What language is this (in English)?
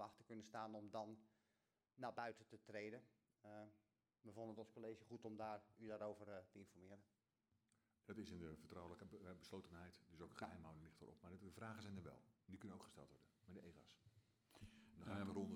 Dutch